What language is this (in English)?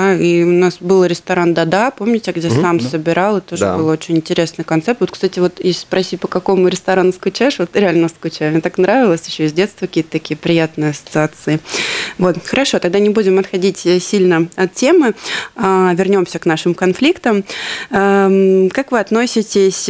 Russian